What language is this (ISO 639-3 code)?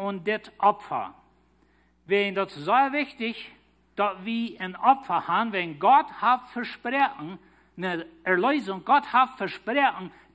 pdt